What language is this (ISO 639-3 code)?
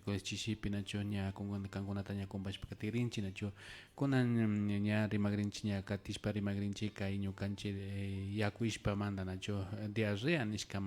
qvi